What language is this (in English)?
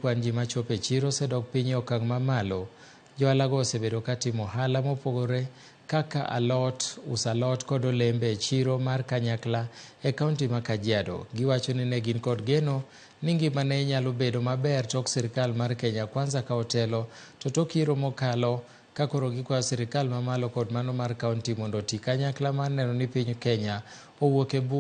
Luo (Kenya and Tanzania)